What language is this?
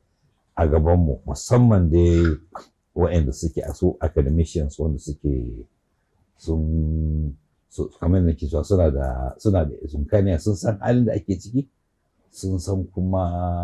Hausa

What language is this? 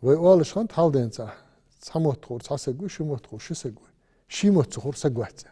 Ingush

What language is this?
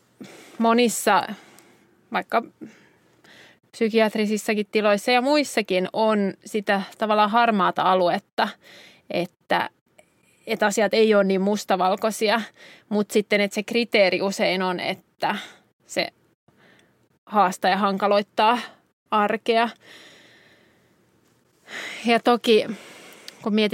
Finnish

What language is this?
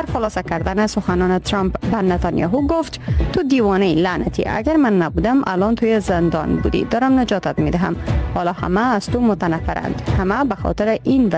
Persian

